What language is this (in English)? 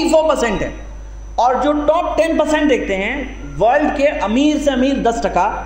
Urdu